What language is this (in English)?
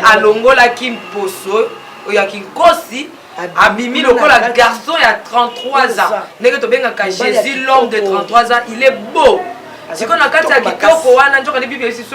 Lingala